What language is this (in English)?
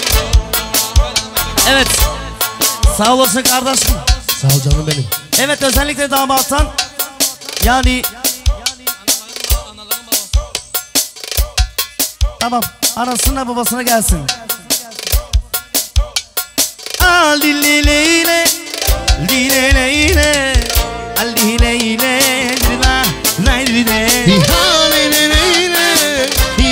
Turkish